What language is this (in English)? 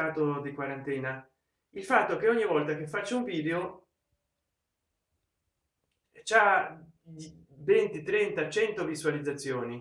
Italian